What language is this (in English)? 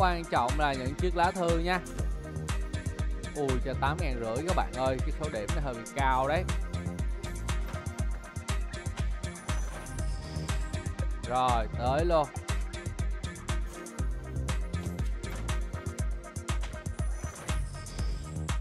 Vietnamese